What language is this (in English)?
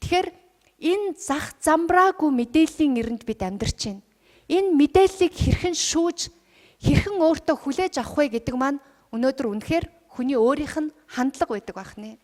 Mongolian